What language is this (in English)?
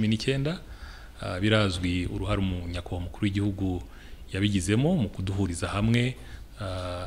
Kinyarwanda